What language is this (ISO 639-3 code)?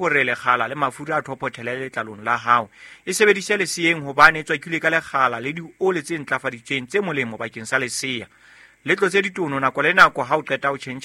sot